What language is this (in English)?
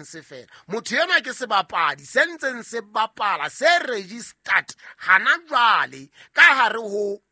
Southern Sotho